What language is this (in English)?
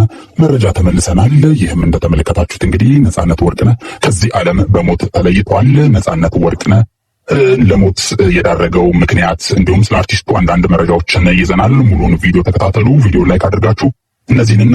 Amharic